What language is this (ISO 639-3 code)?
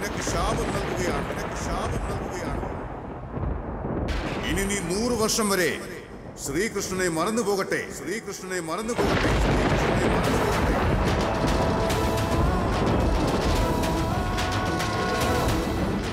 mal